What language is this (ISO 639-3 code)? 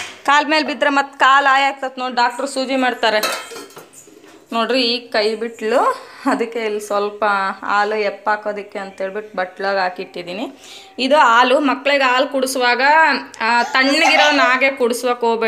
kan